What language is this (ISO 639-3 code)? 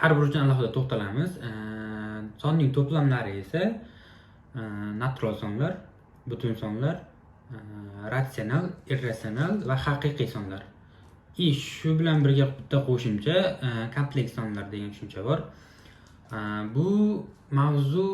uzb